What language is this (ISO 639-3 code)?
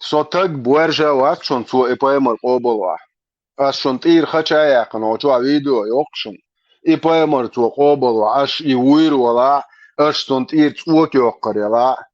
che